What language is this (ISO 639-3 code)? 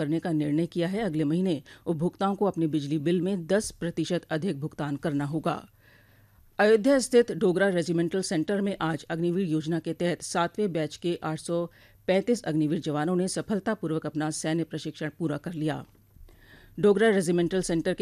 hin